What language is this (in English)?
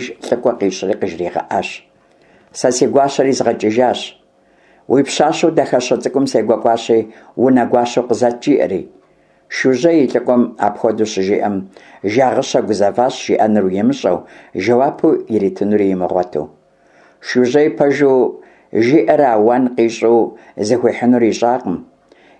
Kabardian